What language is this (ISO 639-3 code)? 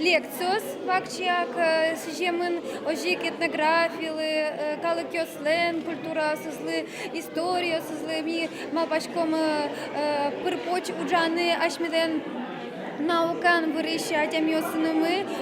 udm